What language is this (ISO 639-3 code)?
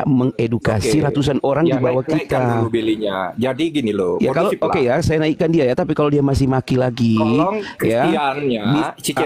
ind